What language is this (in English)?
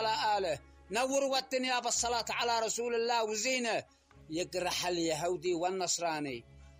Arabic